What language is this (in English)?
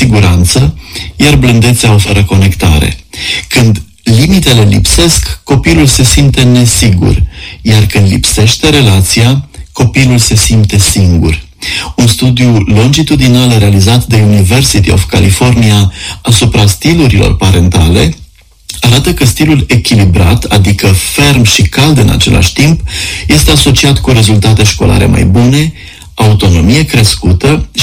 Romanian